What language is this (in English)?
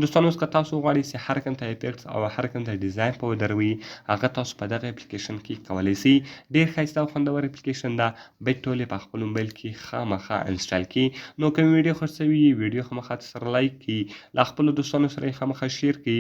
Pashto